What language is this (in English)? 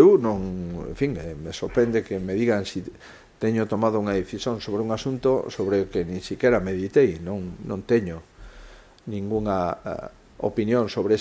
Galician